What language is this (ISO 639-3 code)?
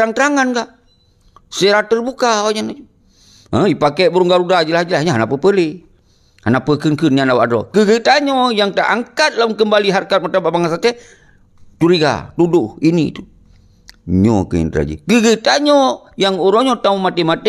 ace